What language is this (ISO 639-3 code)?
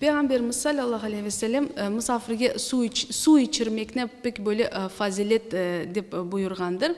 crh